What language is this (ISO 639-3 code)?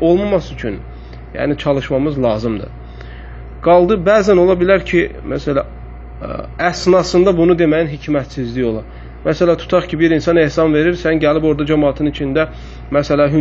aze